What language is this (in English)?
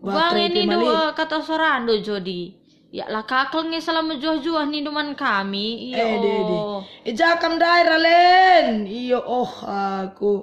Batak Karo